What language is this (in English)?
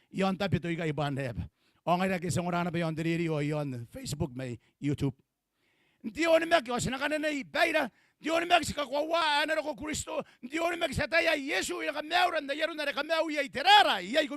Gilbertese